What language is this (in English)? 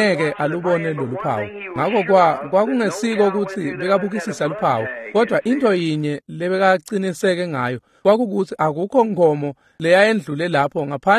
Swati